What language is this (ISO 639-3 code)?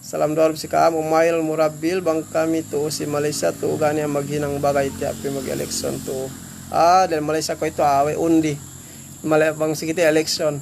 yka